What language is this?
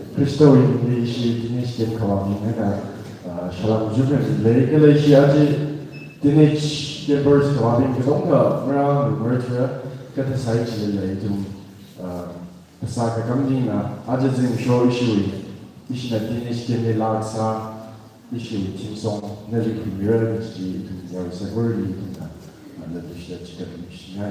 Tangkhul Naga (India)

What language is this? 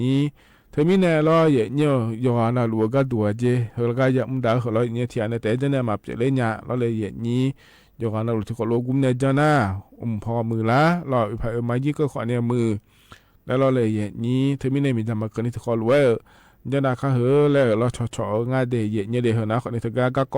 Akha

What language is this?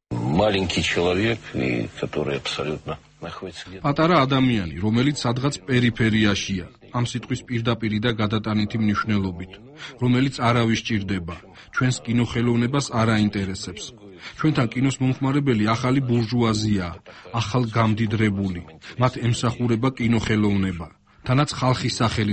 Georgian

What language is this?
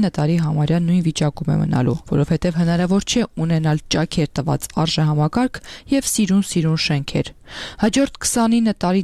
Armenian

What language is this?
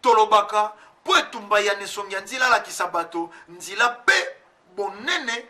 Lingala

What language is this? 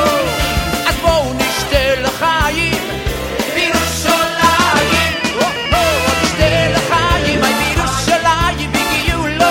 Hebrew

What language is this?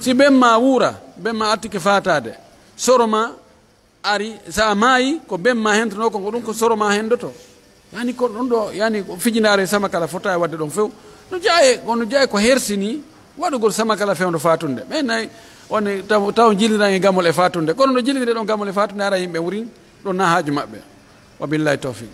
Pular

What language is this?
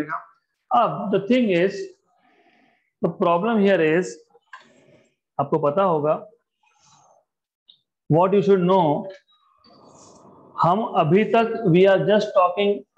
Hindi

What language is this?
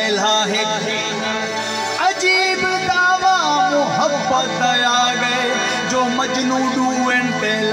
Saraiki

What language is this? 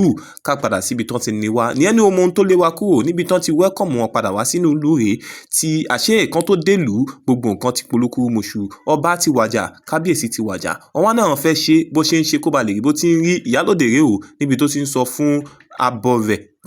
Yoruba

